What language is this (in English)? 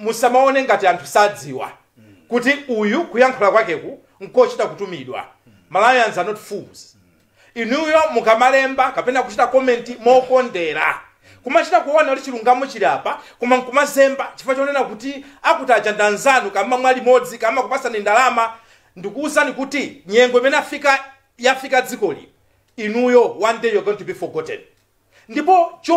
Nyanja